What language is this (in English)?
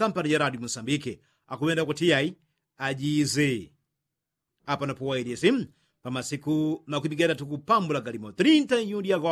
Yao